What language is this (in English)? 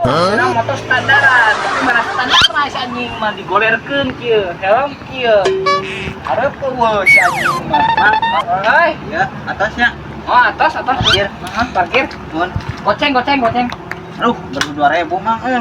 Sundanese